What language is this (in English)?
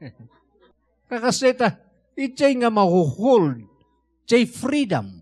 Iloko